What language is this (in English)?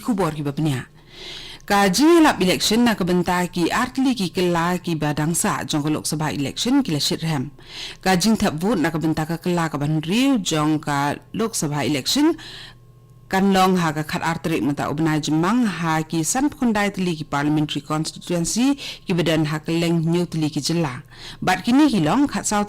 Khasi